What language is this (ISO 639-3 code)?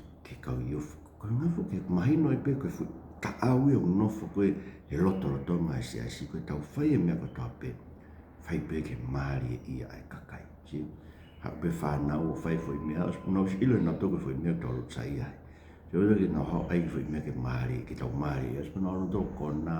ton